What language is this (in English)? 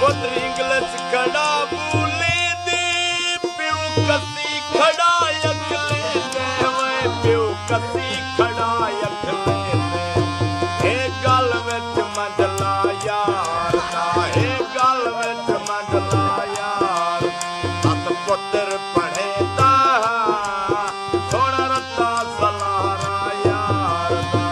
Saraiki